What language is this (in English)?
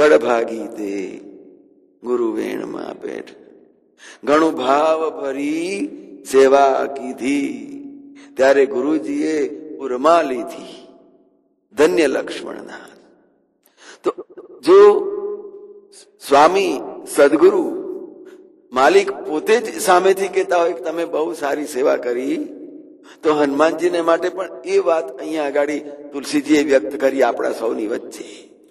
Gujarati